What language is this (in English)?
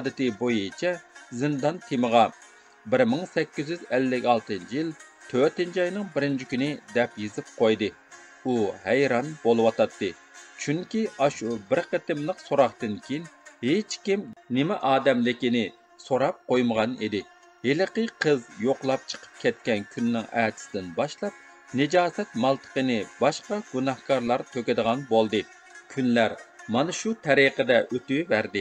Uyghur